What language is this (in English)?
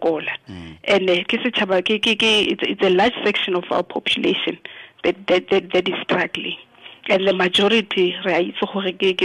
Tswana